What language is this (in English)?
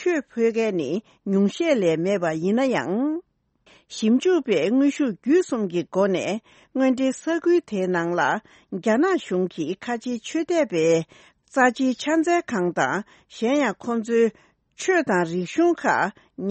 Tibetan